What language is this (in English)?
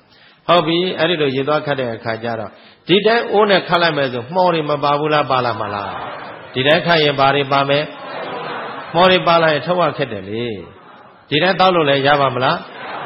Burmese